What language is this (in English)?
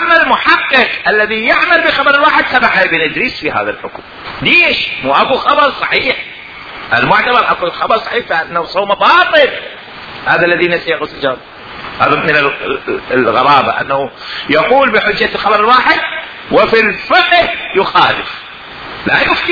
Mesopotamian Arabic